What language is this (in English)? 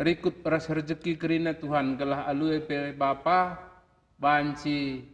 Batak Karo